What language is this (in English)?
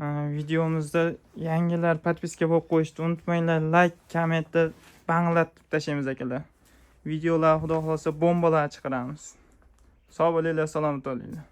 Uzbek